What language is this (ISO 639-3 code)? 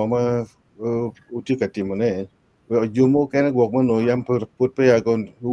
ach